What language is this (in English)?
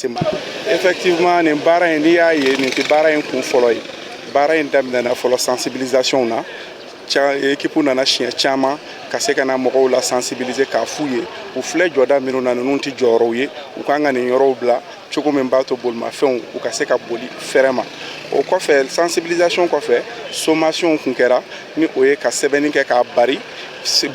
Bambara